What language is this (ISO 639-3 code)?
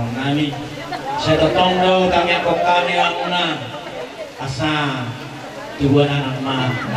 bbc